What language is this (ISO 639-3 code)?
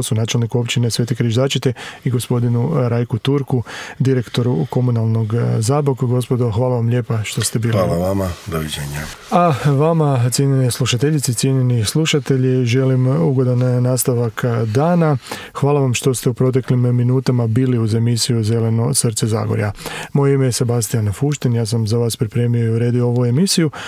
hrv